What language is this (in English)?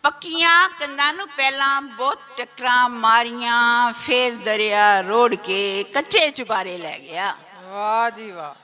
Western Panjabi